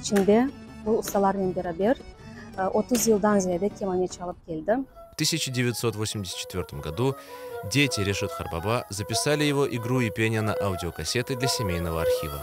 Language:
Crimean Tatar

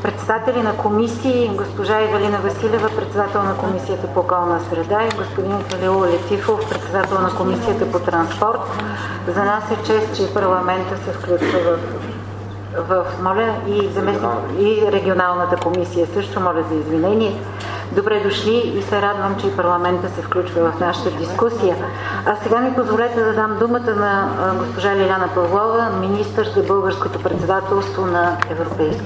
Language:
Bulgarian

